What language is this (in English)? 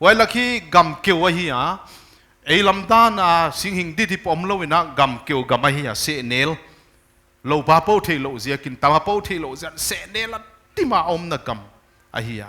Paite Chin